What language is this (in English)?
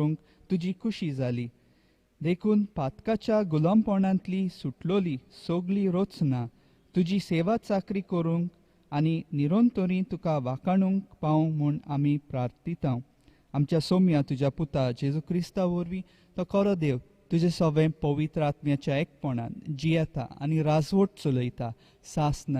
Konkani